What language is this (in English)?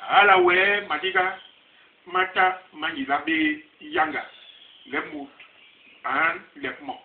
Basaa